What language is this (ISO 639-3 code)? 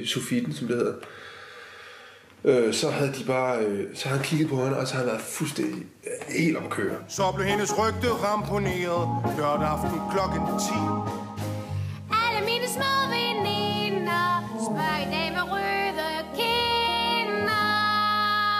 dan